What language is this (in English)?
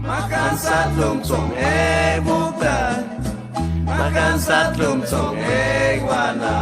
Chuj